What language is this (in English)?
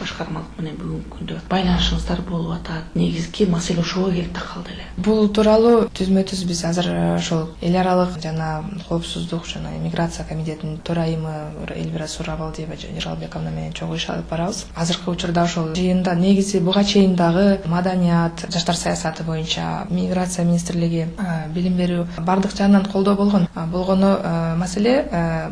Kyrgyz